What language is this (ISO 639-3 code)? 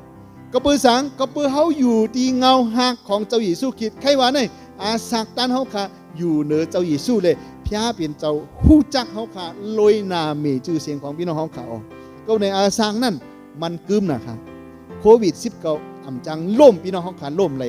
shn